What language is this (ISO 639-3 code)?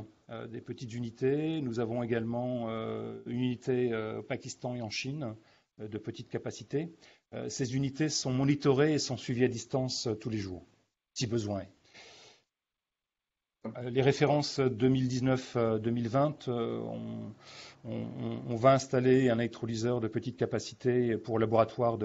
fra